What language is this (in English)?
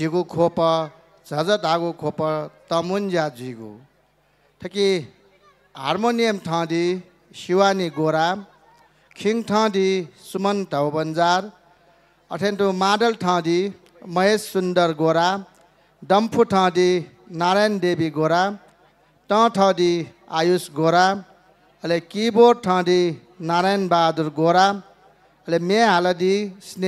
Newari